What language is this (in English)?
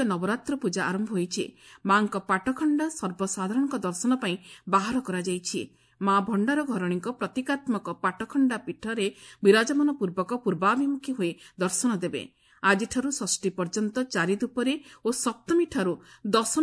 Odia